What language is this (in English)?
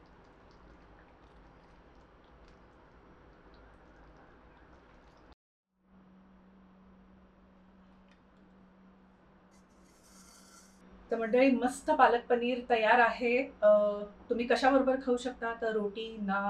Marathi